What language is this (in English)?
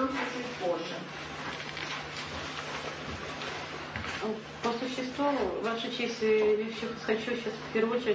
Russian